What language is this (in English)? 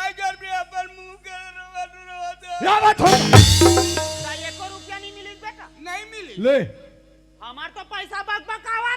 Chhattisgarhi